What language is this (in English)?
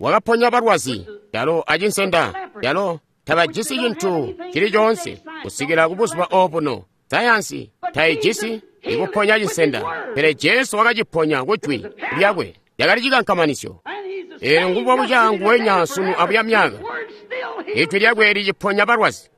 Tonga (Zambia)